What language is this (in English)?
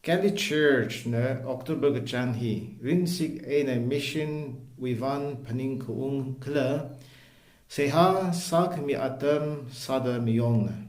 Tangkhul Naga (India)